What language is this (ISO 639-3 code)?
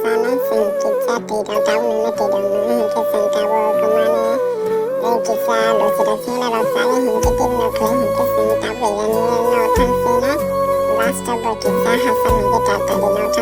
trp